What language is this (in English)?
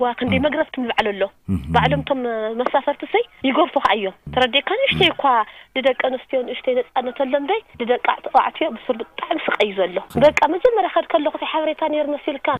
Tigrinya